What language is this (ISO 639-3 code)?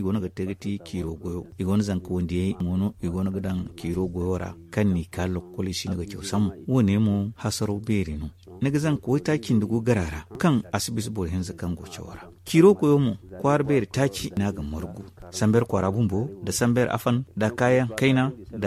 dje